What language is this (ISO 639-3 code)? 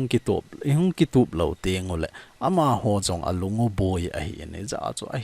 tcz